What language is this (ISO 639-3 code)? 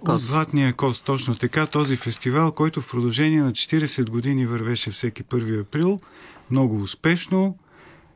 bul